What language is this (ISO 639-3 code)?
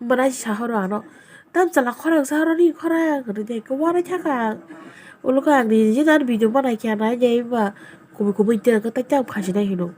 trp